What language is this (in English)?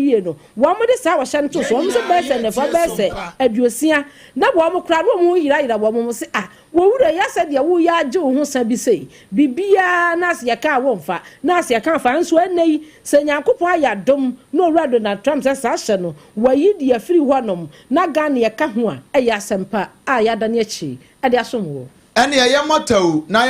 Akan